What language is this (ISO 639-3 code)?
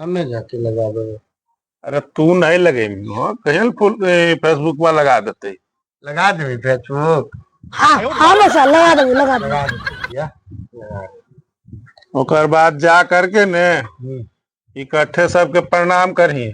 mag